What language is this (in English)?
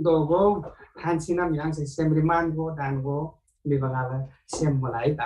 Eastern Tamang